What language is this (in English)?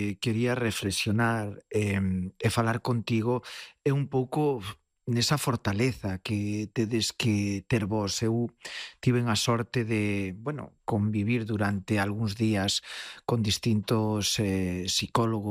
Galician